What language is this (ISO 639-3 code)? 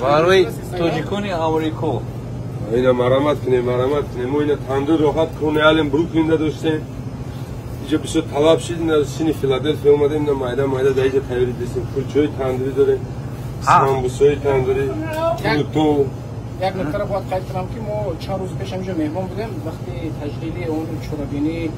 tgk